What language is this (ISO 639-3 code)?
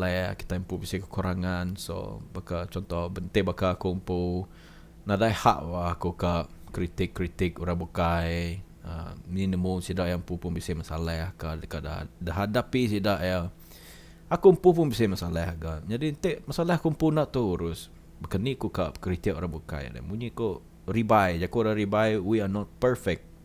iba